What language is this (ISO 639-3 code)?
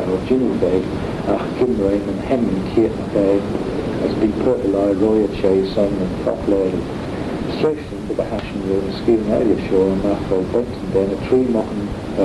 glv